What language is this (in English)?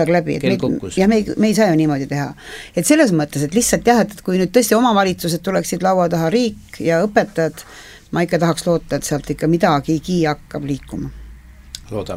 Estonian